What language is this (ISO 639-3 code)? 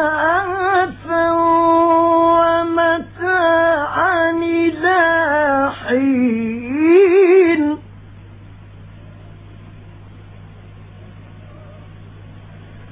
ara